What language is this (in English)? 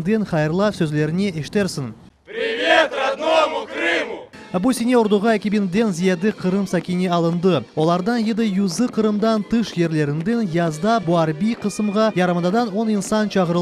Crimean Tatar